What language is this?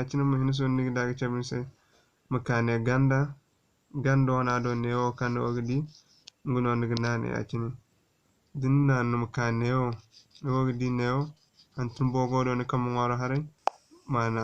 Zarma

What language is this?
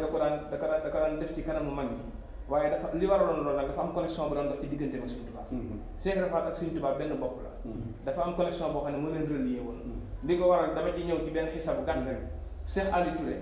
Wolof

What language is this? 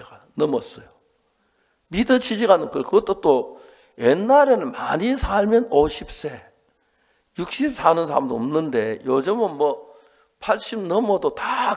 Korean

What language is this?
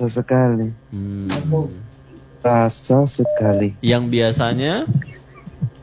Indonesian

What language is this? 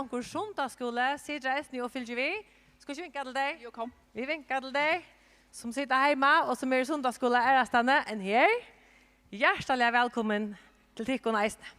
Faroese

